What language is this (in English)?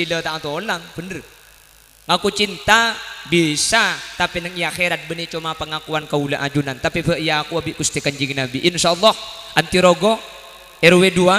Madurese